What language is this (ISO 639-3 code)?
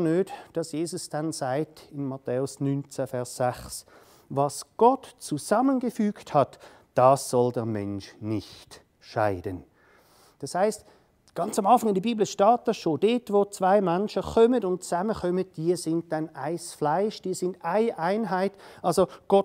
gsw